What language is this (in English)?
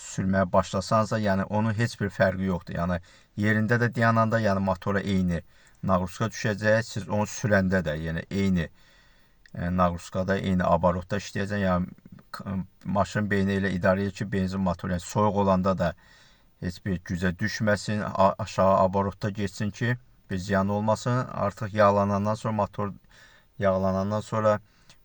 Azerbaijani